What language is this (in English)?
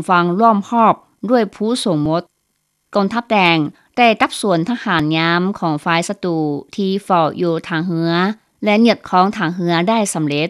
Lao